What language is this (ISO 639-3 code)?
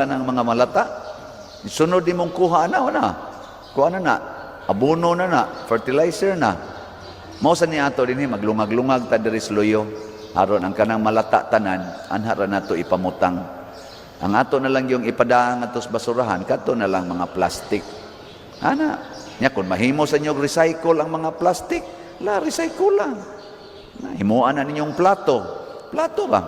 ceb